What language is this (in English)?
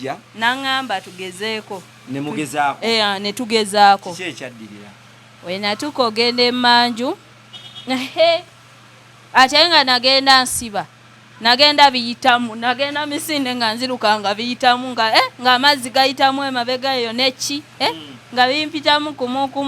Ganda